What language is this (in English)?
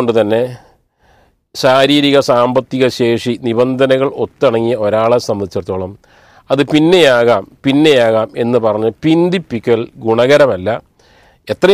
Malayalam